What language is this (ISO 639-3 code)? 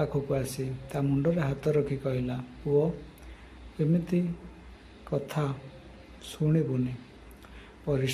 ori